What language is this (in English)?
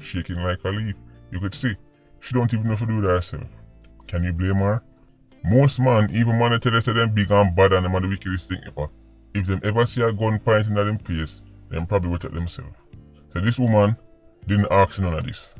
Jamaican Creole English